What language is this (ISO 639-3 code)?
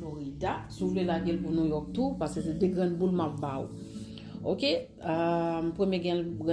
hat